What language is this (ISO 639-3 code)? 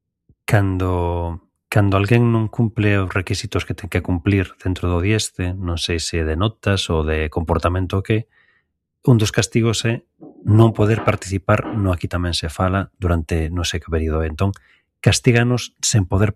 glg